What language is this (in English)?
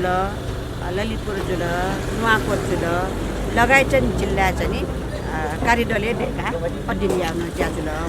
Newari